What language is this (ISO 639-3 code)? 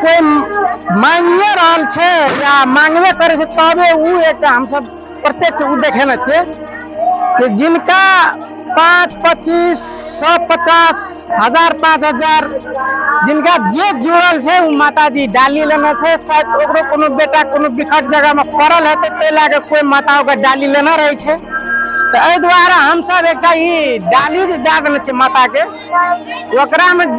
mai